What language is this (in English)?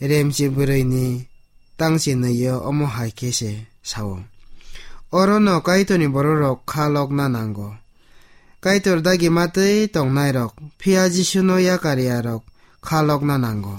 Kok Borok